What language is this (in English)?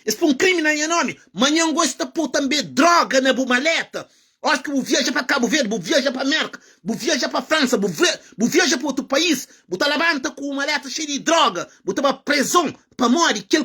Kabuverdianu